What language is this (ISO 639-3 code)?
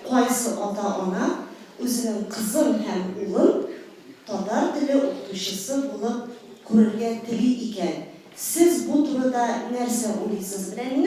tat